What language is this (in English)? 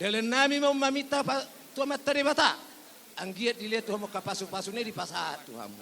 Batak Toba